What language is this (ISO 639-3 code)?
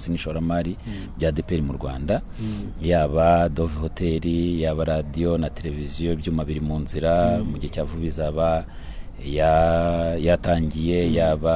kin